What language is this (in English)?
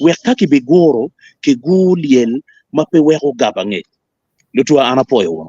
Acoli